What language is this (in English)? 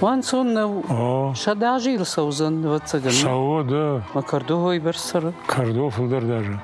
Ossetic